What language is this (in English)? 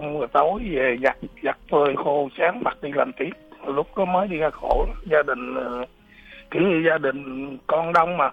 Vietnamese